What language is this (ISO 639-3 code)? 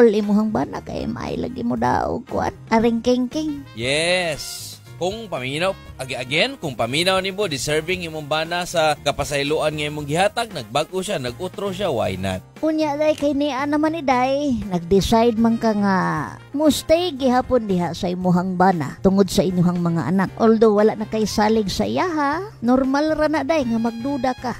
ceb